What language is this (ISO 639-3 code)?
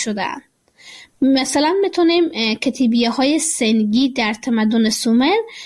fas